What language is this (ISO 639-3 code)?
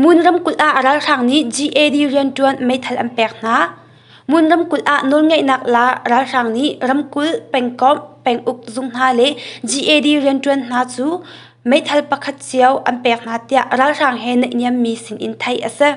cnh